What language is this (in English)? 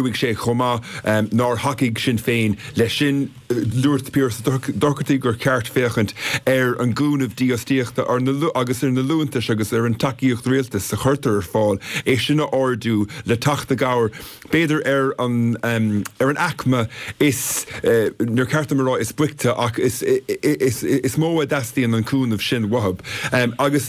Irish